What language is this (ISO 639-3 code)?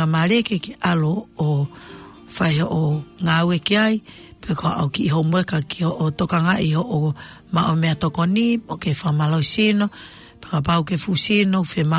ton